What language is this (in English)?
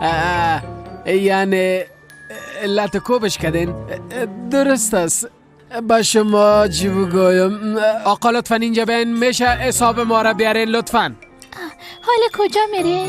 Persian